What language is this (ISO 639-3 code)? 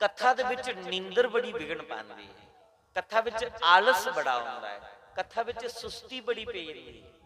doi